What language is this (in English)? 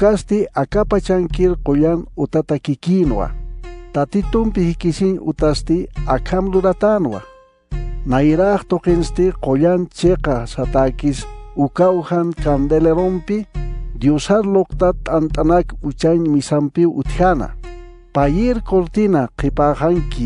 Aymara